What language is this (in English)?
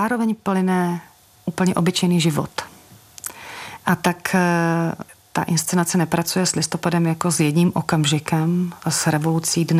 Czech